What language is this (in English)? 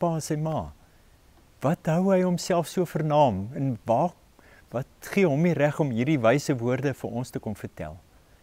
Afrikaans